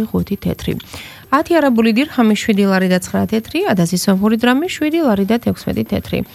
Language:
Georgian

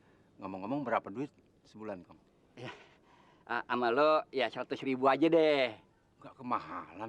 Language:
Betawi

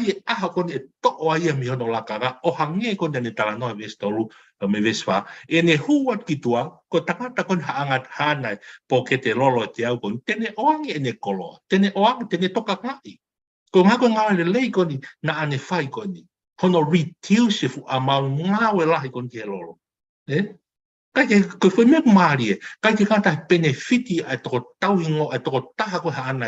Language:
Tongan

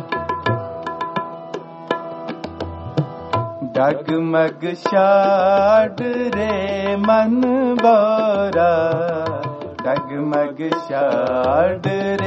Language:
Punjabi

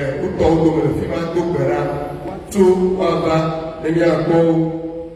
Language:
Ewe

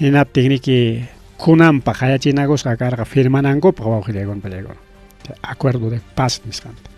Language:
Ayacucho Quechua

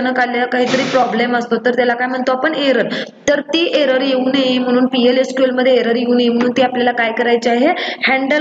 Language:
Marathi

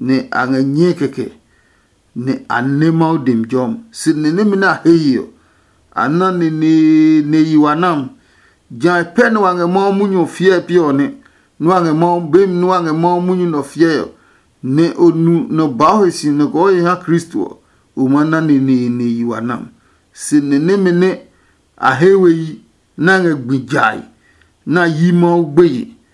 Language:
Adangme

